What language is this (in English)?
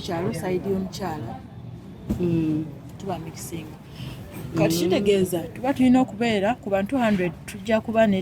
Ganda